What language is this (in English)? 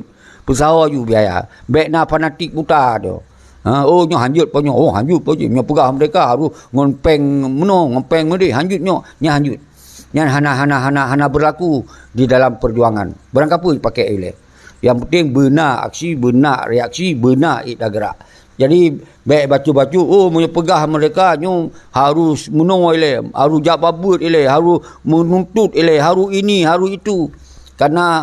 Achinese